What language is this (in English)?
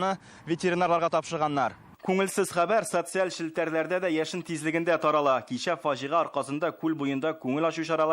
Tatar